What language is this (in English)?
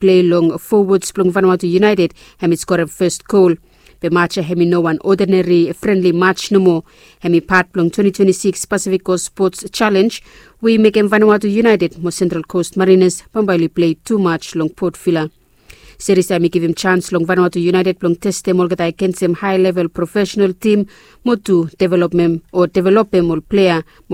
Bislama